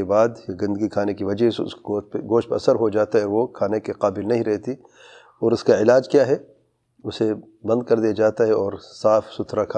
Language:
Urdu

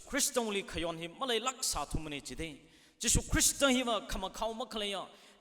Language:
Tangkhul Naga (India)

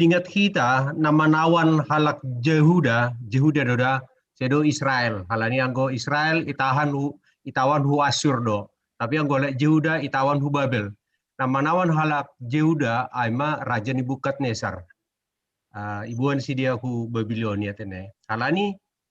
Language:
Batak Simalungun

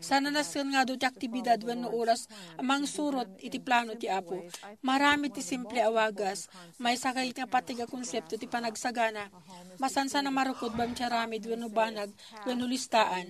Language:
Iloko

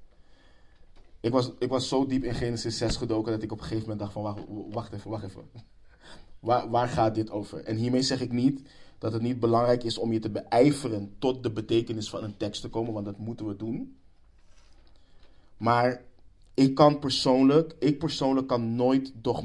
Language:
Dutch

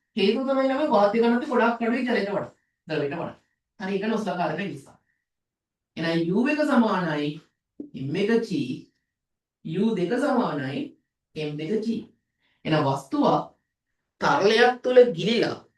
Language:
Sinhala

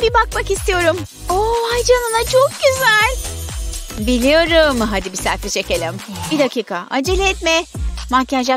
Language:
Turkish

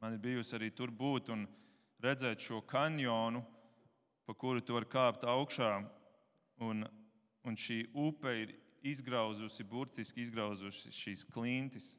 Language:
Latvian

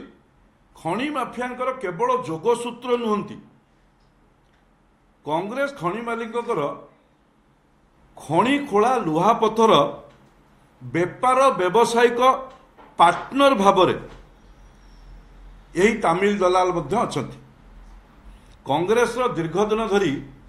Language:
Odia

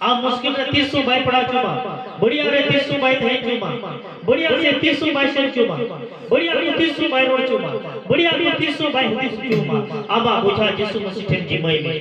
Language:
Santali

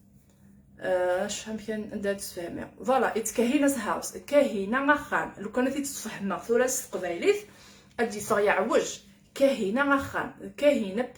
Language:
Kabyle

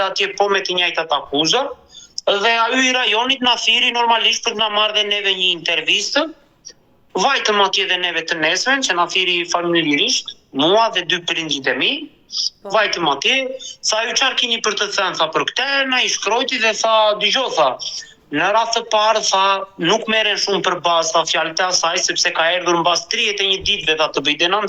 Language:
Albanian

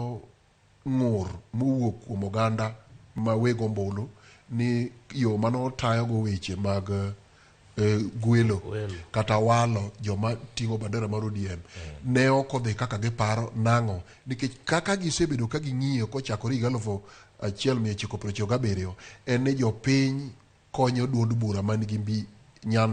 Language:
Luo (Kenya and Tanzania)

